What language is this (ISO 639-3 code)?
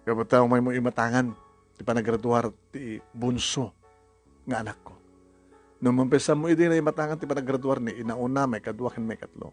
ilo